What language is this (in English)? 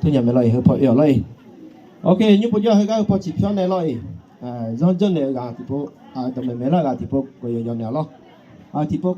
Akha